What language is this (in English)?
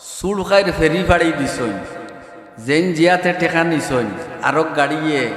Sylheti